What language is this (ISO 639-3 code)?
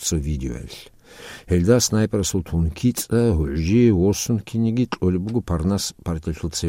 ava